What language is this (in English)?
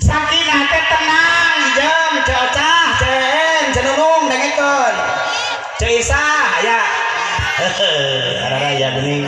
Sundanese